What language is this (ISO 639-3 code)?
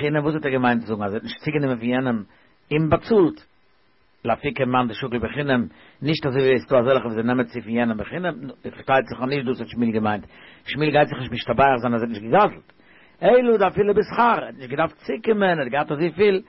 yid